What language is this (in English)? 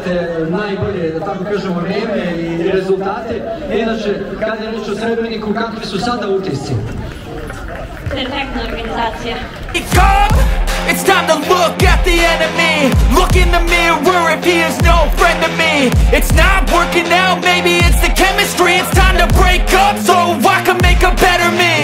Bosnian